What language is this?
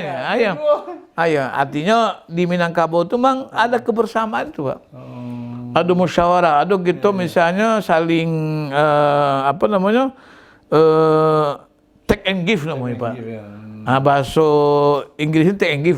Minangkabau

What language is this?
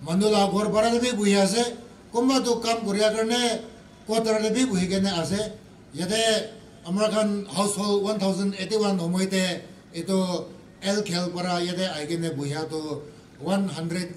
Naga Pidgin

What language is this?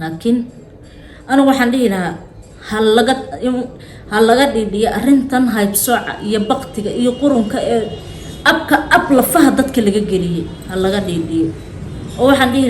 Somali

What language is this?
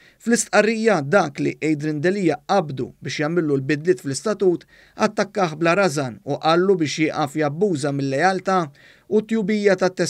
Maltese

